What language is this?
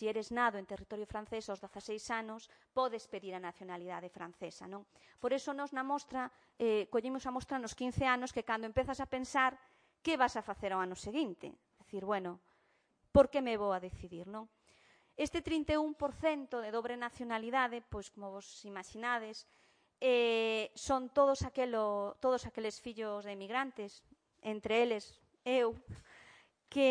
Galician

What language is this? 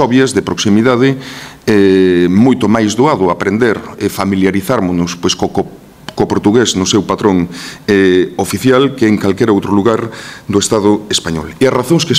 Galician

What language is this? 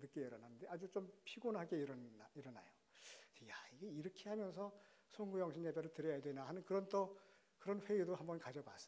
Korean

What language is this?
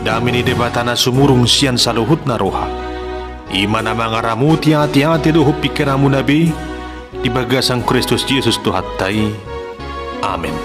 Batak Toba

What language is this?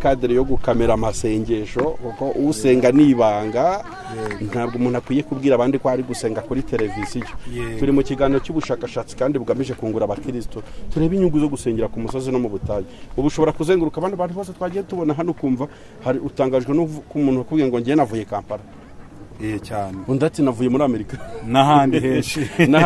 Kinyarwanda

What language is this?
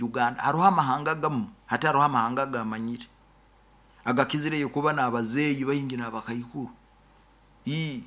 Nyoro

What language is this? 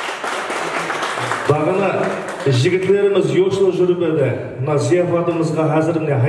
Kara-Kalpak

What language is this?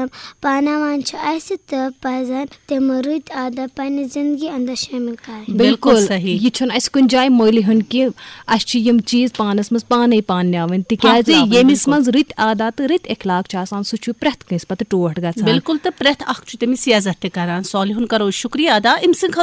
Kashmiri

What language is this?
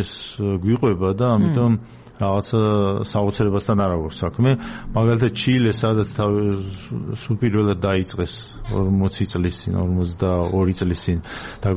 Georgian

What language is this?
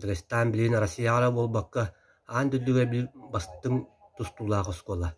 Yakut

